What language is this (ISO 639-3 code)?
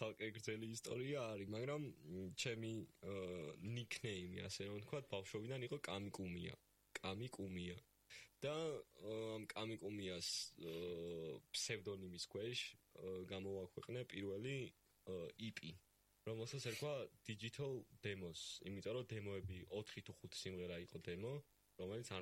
kat